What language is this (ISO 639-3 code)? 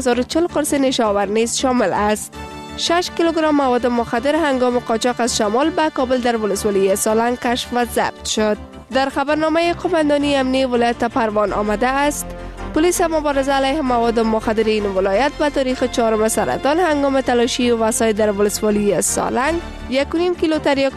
fas